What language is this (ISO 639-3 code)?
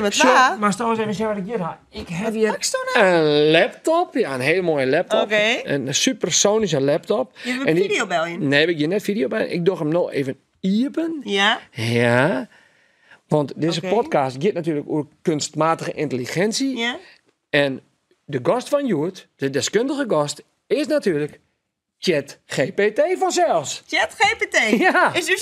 fry